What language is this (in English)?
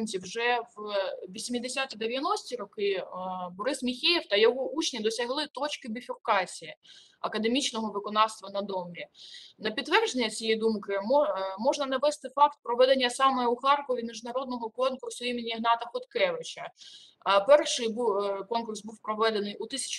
Ukrainian